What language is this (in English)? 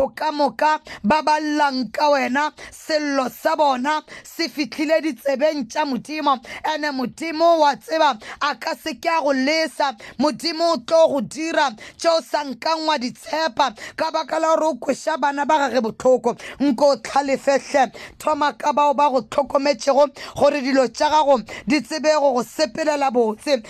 Northern Sotho